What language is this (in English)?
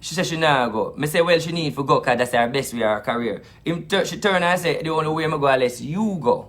Jamaican Creole English